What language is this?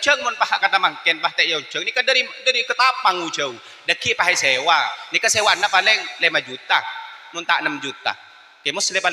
Madurese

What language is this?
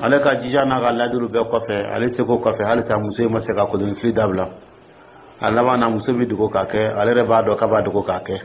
Dyula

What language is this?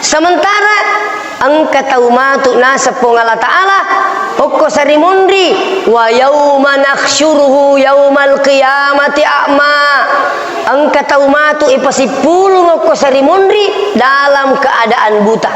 Buginese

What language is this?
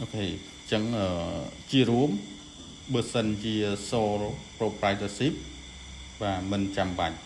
Khmer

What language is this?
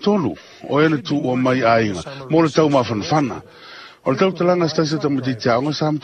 Samoan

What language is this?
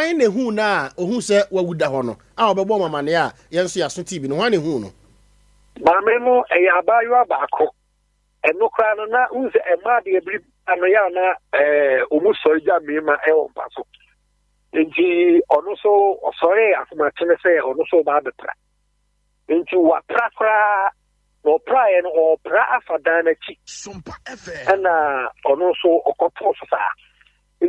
Akan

